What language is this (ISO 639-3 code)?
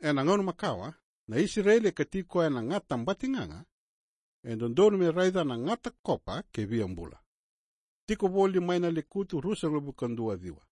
fij